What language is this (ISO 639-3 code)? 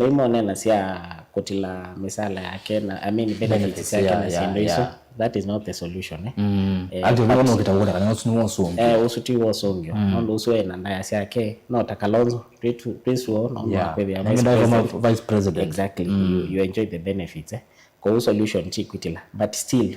kam